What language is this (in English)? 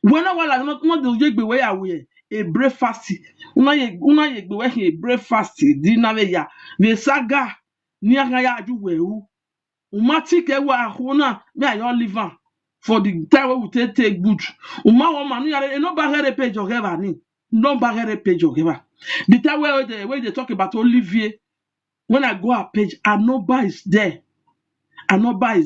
Nigerian Pidgin